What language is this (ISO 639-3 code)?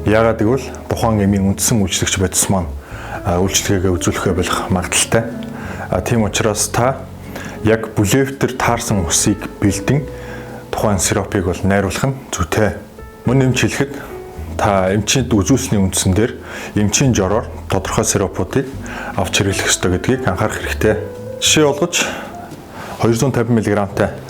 mon